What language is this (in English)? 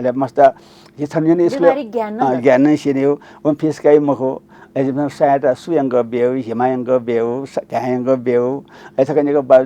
Newari